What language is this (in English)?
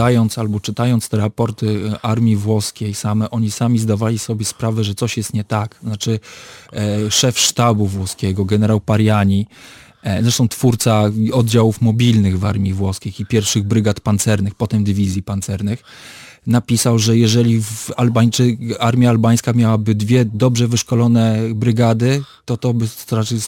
Polish